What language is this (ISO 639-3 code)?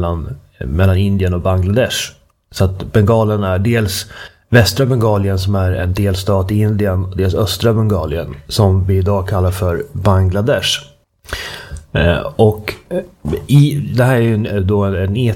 swe